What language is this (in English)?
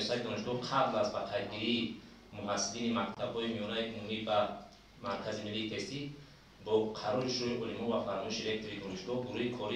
Tajik